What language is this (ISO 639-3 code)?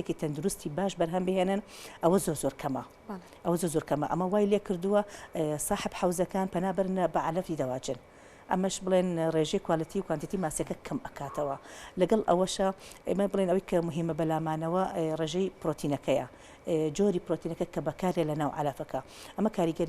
ckb